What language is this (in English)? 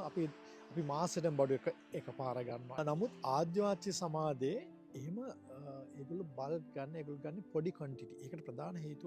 Sinhala